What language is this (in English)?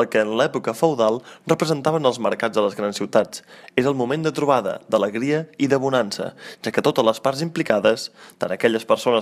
Catalan